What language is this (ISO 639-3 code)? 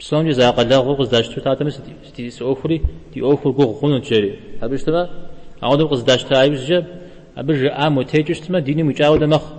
kbd